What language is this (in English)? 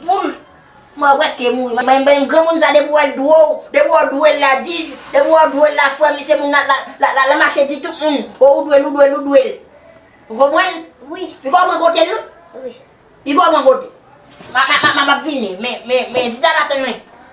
Haitian Creole